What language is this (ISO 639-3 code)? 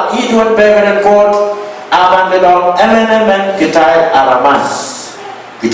pon